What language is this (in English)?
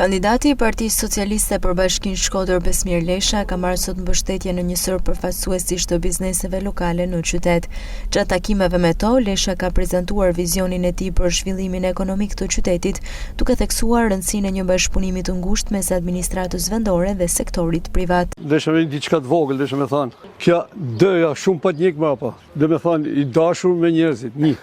Albanian